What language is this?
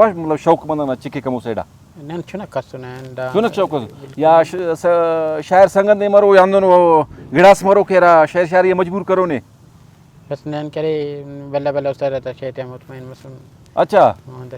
Brahui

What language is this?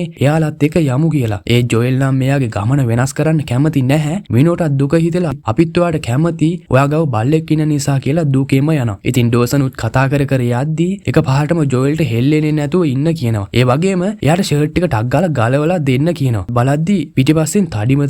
Sinhala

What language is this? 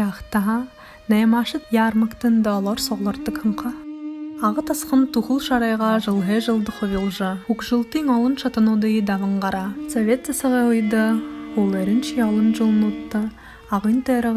Buriat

